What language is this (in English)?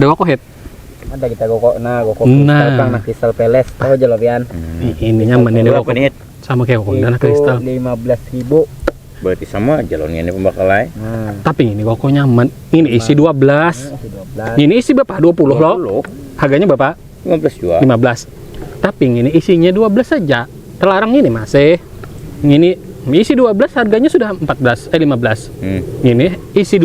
Banjar